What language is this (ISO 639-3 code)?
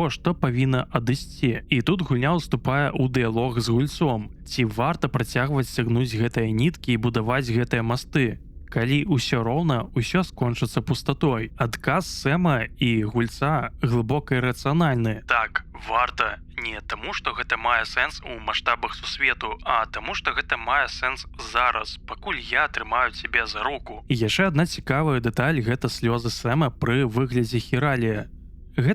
bel